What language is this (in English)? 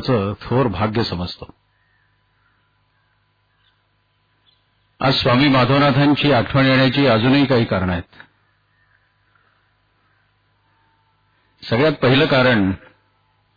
Marathi